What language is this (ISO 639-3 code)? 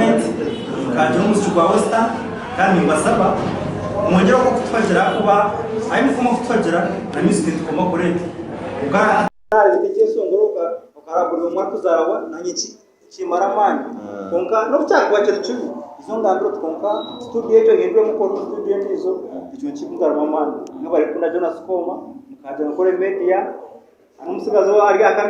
nyn